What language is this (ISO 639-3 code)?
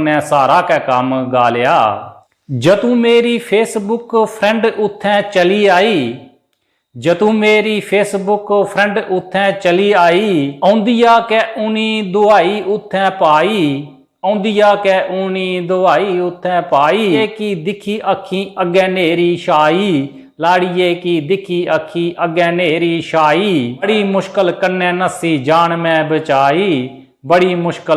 doi